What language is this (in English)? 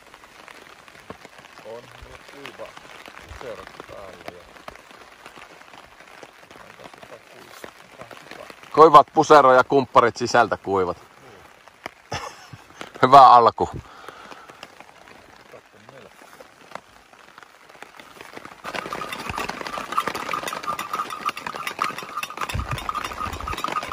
Finnish